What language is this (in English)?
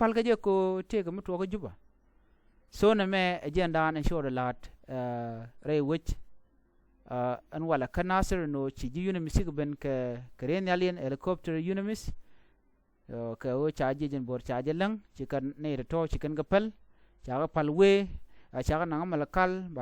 Nuer